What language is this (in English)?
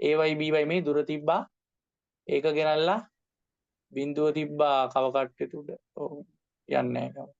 Sinhala